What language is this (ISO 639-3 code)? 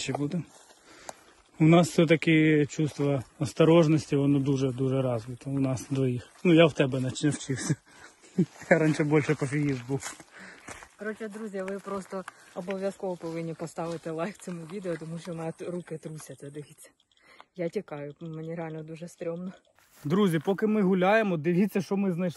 ukr